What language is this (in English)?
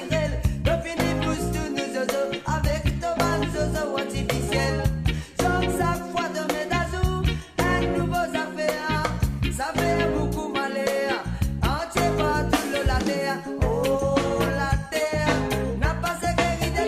Morisyen